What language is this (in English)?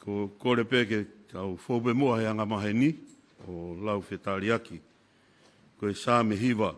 Tongan